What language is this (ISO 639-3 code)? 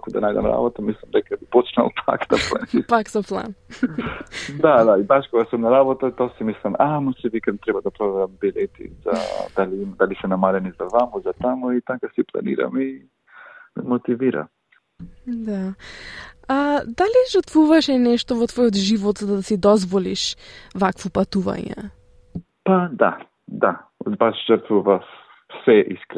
mkd